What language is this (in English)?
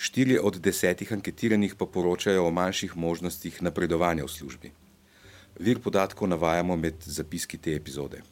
Slovenian